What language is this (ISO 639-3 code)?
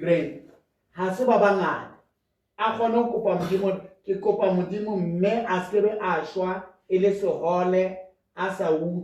sot